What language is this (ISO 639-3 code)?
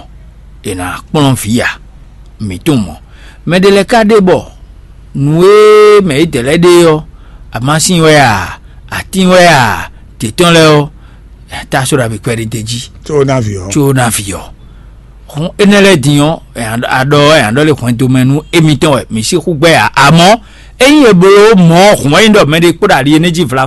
fon